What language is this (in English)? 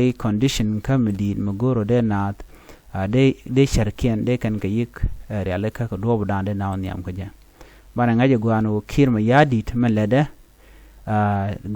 Nuer